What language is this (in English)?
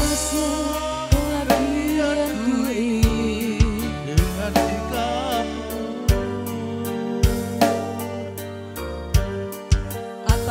Indonesian